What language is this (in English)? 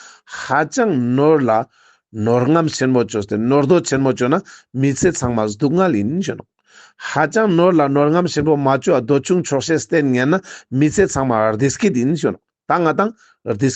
Ladakhi